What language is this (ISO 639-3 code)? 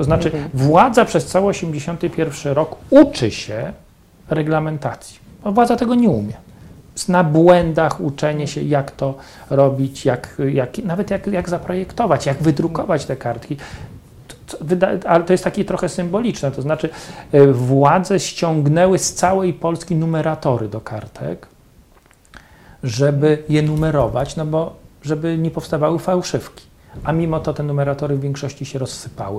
pol